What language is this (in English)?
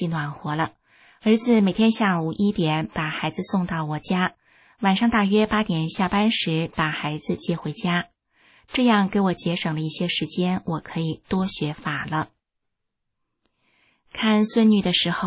Chinese